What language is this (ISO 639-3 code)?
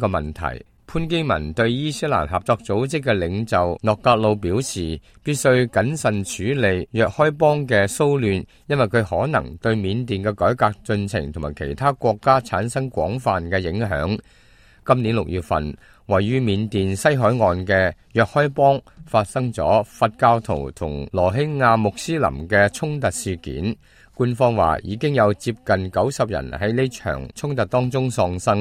yue